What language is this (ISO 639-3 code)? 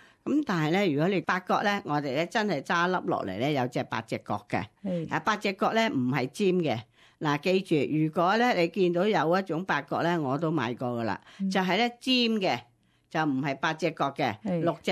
yue